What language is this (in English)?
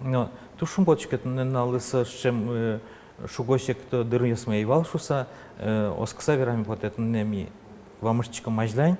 Udmurt